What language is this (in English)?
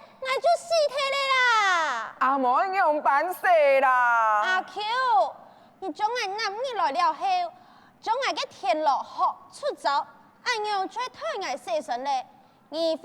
Hakka Chinese